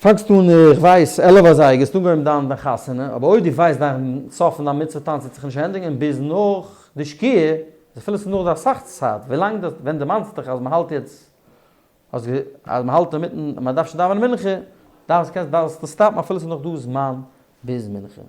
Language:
Yiddish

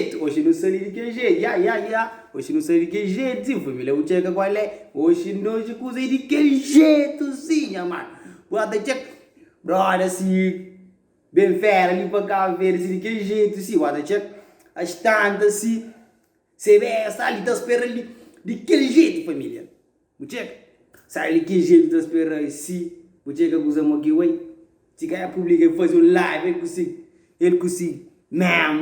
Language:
Kabuverdianu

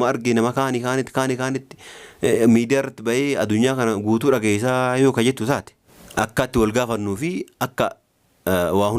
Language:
Oromo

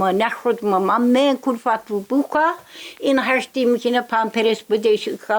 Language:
Tsakhur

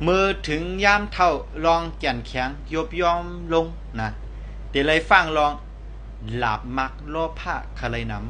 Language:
Shan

